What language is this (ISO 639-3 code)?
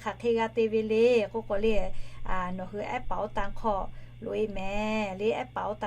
lhu